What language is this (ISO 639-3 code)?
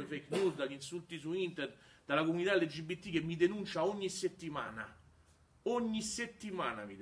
ita